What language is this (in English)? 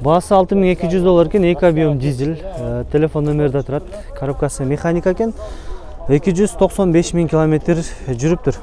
Kyrgyz